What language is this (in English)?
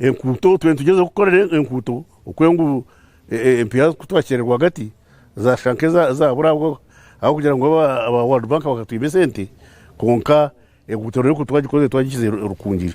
Nyankole